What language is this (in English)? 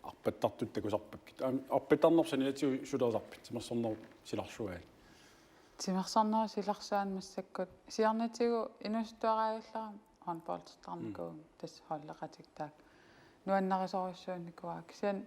Kalaallisut